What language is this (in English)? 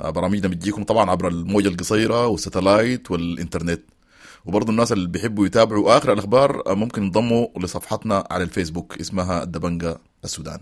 Sudanese Arabic